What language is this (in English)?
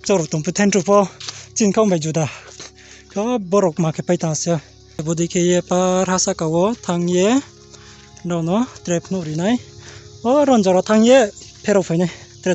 Riang (India)